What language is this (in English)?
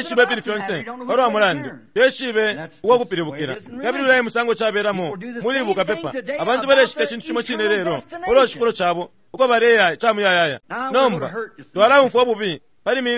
Bemba